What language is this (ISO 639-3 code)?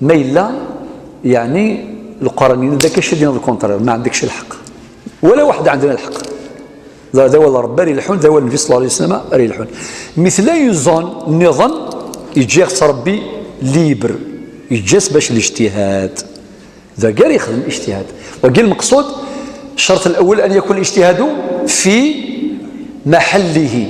kab